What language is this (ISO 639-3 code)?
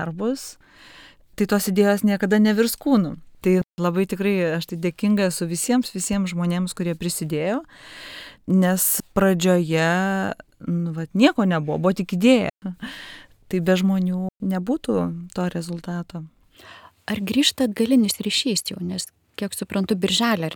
lit